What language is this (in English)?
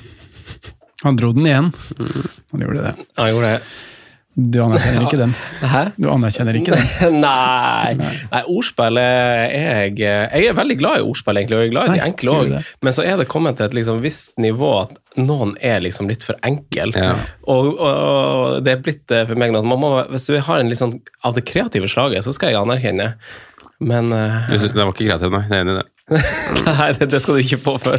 Norwegian